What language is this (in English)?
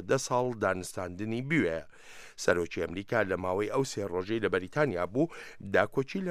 Central Kurdish